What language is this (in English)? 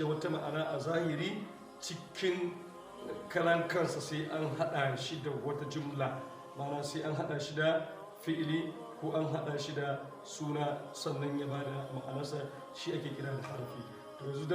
Hausa